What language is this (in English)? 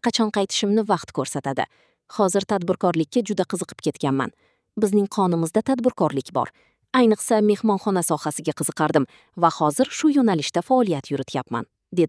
Uzbek